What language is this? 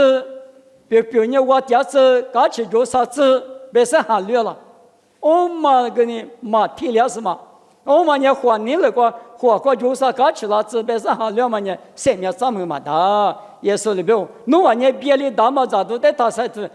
Lisu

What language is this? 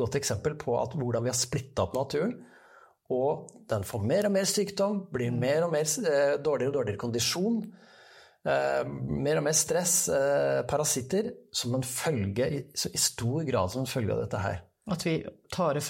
Norwegian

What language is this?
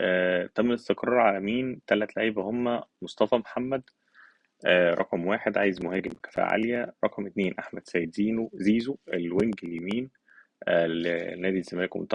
Egyptian Arabic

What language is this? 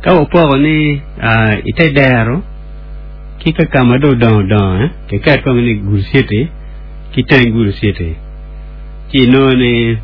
Acoli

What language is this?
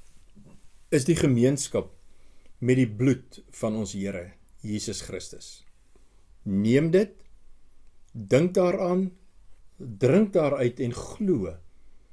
Afrikaans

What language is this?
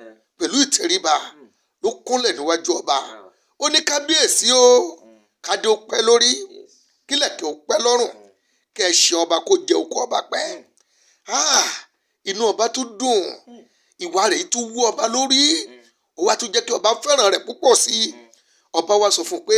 Yoruba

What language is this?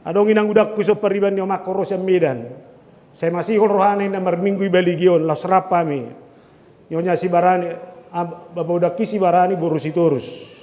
Batak Toba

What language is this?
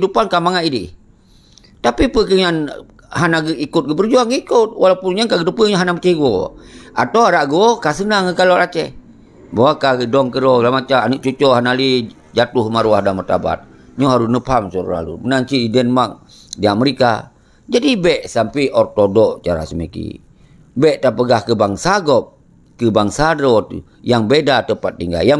Achinese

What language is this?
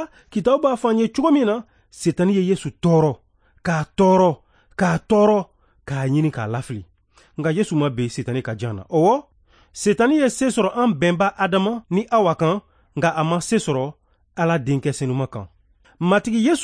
Bambara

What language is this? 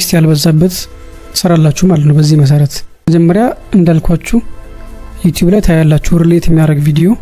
Amharic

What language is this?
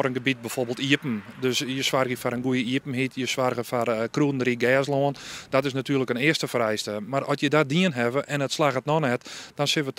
Western Frisian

